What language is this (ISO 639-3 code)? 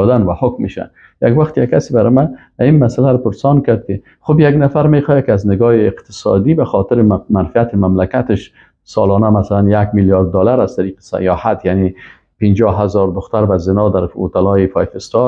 fas